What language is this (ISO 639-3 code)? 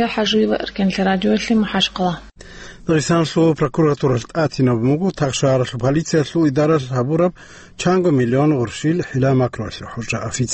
ava